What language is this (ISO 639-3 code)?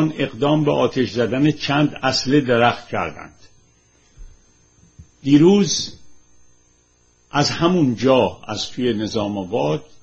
fas